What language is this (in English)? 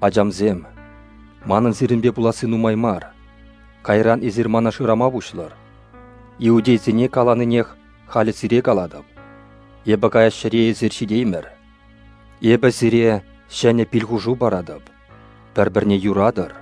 Chuvash